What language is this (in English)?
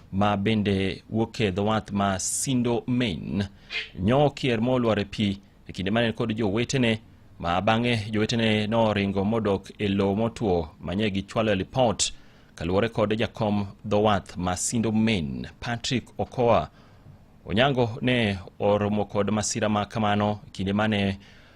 Luo (Kenya and Tanzania)